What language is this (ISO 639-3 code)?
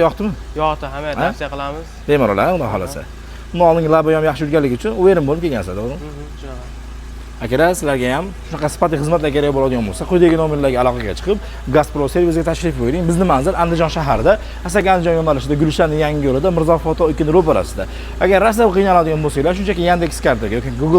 uzb